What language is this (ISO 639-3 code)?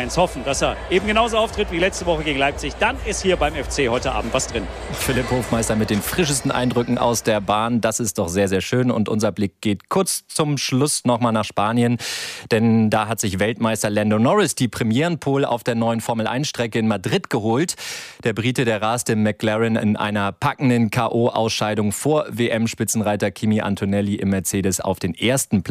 deu